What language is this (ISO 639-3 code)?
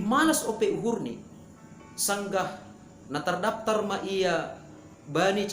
bts